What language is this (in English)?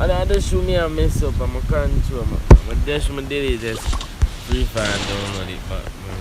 Jamaican Creole English